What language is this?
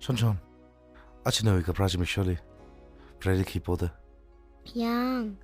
Tangkhul Naga (India)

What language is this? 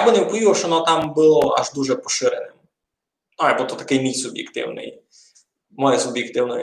Rusyn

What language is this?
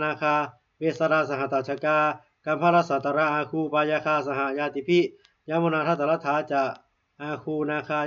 Pali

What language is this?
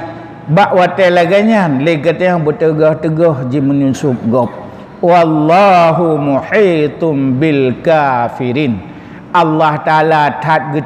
Achinese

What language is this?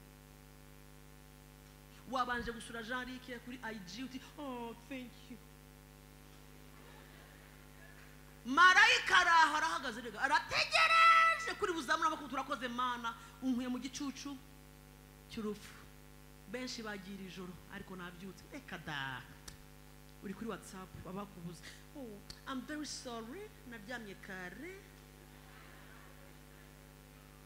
Kinyarwanda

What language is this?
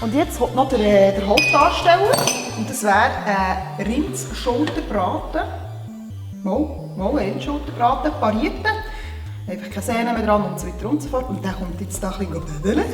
Swiss German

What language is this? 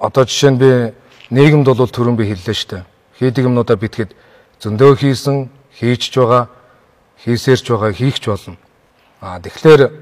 Mongolian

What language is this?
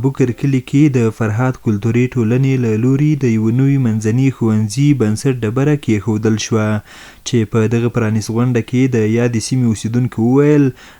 Pashto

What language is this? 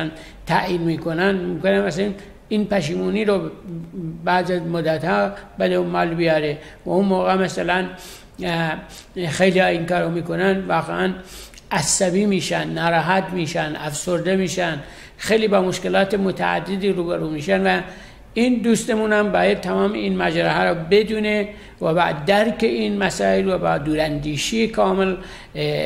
Persian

